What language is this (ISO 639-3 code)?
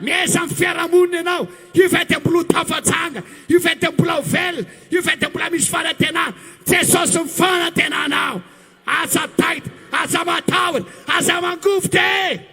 mlg